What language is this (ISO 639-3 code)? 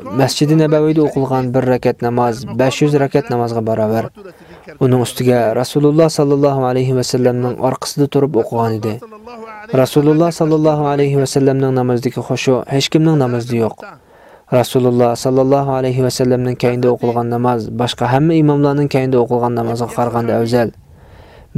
uig